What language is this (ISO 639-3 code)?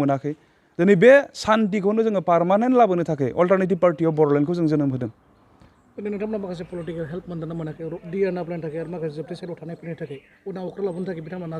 brx